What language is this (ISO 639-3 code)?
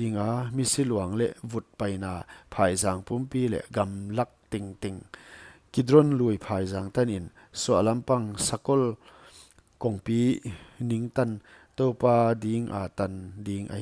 pck